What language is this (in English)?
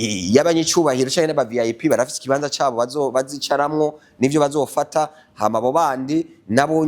Rundi